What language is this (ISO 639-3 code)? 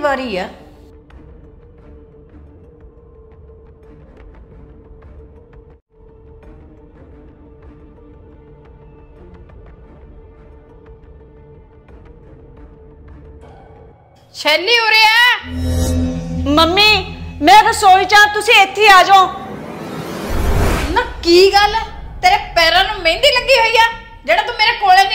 pan